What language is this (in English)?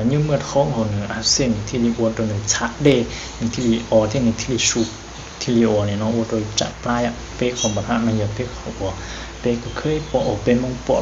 Hmong